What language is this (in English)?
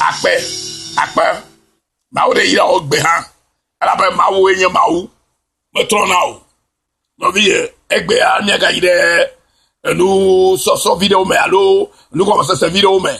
Ewe